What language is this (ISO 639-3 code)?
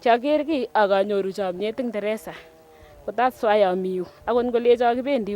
niq